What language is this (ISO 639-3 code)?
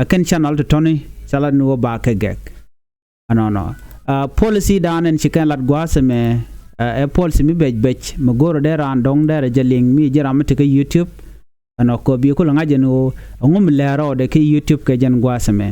nus